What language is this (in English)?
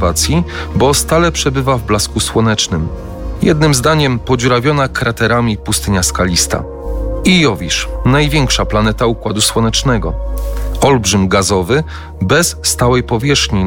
Polish